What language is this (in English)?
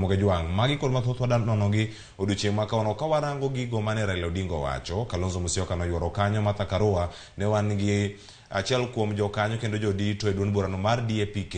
Luo (Kenya and Tanzania)